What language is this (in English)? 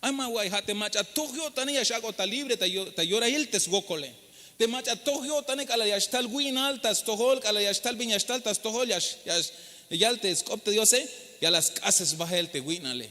Tzeltal